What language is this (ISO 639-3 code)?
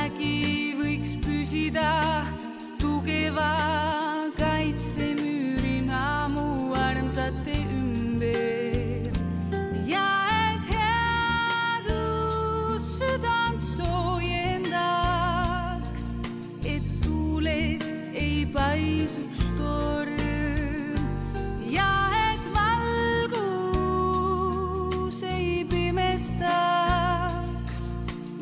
est